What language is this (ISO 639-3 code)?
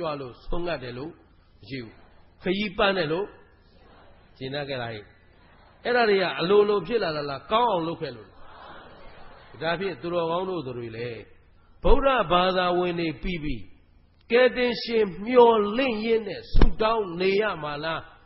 mya